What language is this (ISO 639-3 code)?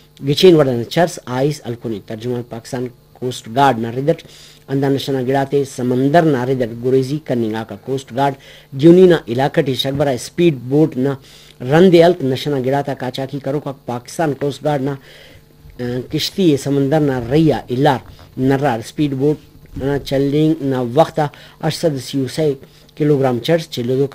brh